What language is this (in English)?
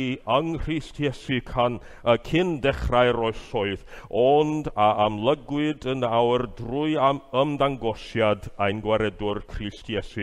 Welsh